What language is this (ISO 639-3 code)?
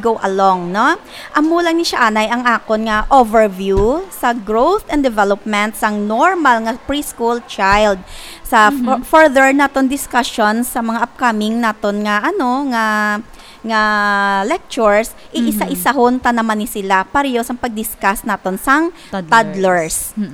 hil